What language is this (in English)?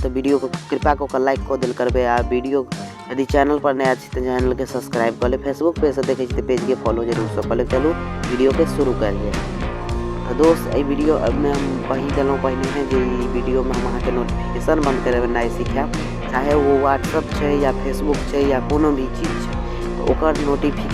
Maithili